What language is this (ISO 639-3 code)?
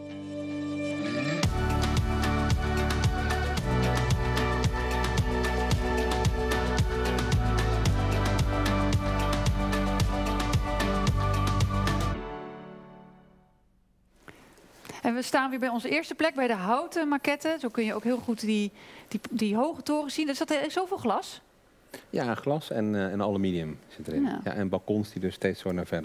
nld